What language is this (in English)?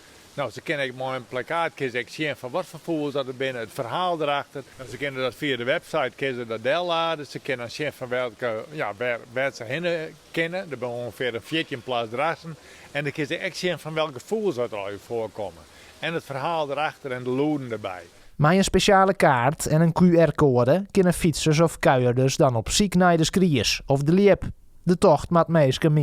Western Frisian